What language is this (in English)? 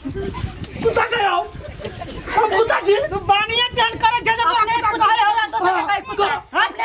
Maithili